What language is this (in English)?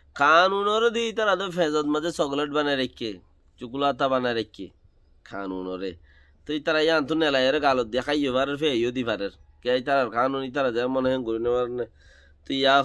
Rohingya